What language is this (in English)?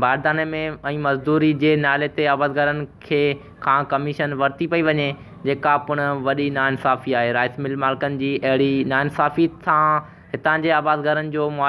Sindhi